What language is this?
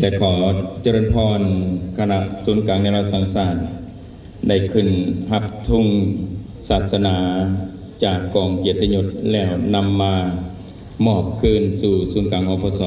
Lao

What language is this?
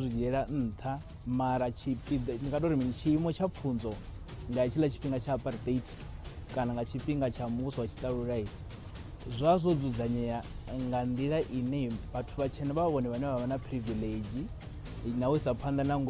Venda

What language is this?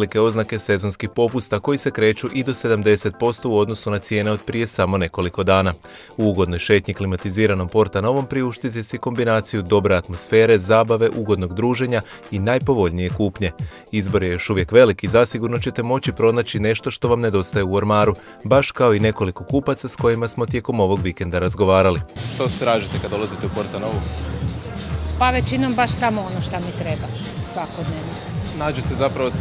Croatian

